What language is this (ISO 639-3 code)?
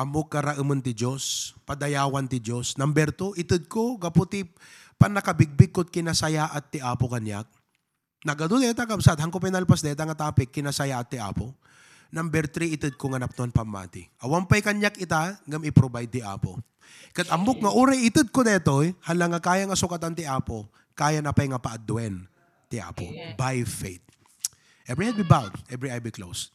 ilo